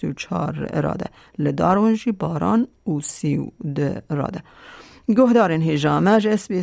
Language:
Kurdish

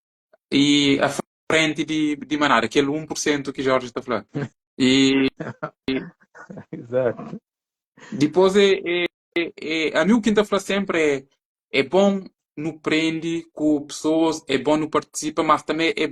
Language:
Kabuverdianu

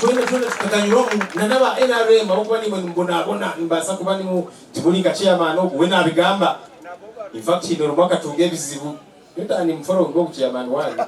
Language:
Nyankole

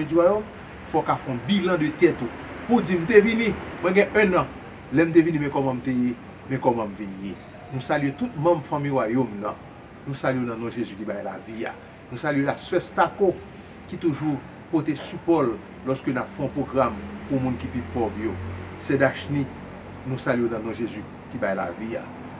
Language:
Haitian Creole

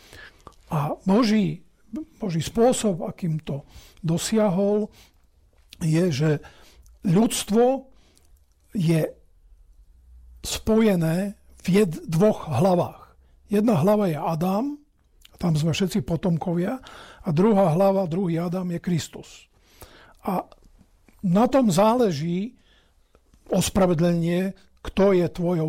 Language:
Slovak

